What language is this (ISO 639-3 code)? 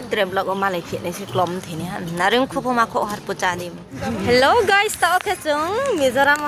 ria